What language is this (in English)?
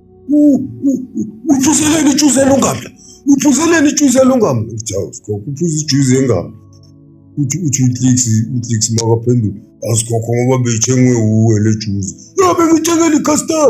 Zulu